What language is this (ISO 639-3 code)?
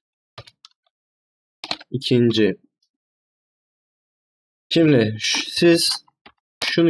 tur